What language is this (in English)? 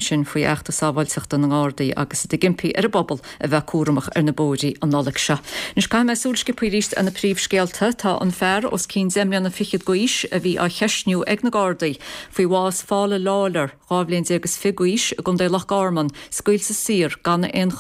Irish